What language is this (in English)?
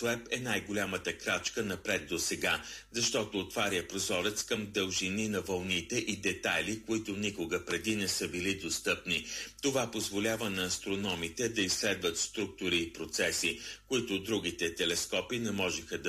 Bulgarian